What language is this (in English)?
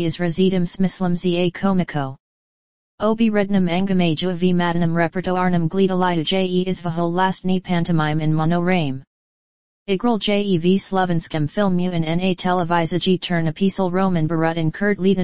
Slovenian